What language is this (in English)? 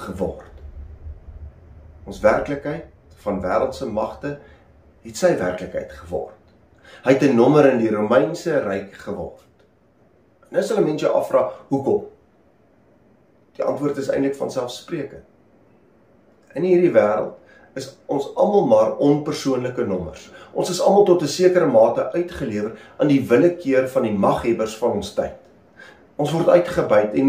Afrikaans